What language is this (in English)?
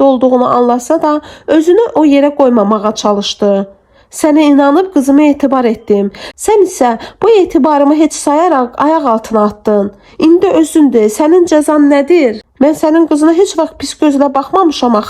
Azerbaijani